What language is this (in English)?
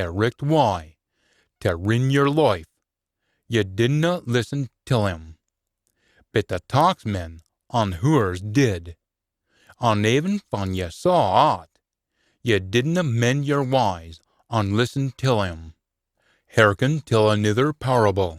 Scots